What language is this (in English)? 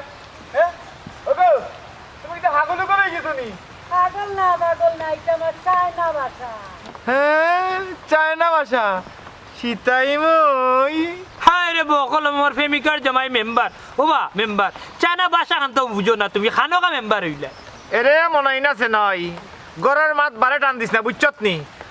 Sylheti